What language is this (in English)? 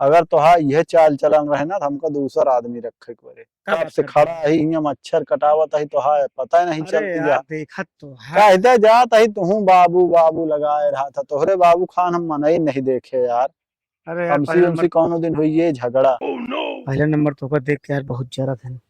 Awadhi